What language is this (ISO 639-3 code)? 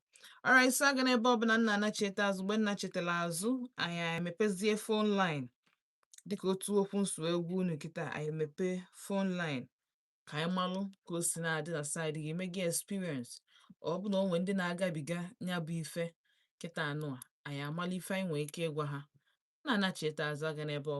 ibo